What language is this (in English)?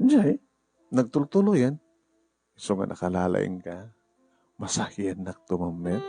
Iloko